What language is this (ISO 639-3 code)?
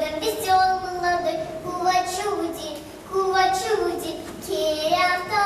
myv